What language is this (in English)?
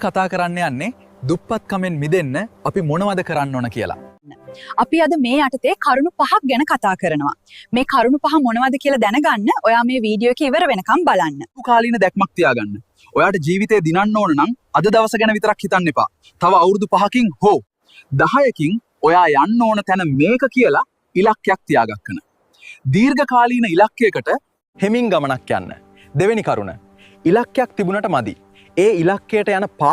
Sinhala